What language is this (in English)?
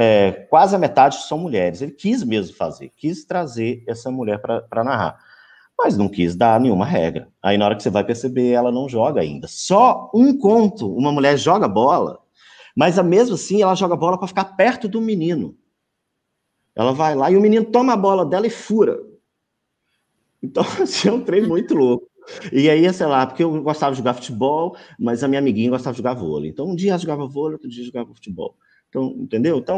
Portuguese